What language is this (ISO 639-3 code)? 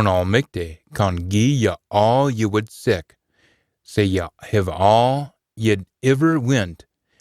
sco